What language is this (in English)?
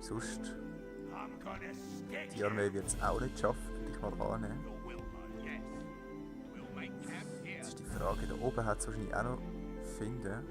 Swiss German